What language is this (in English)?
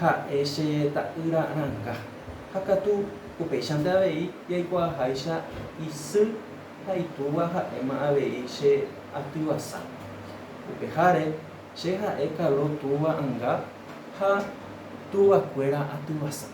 Guarani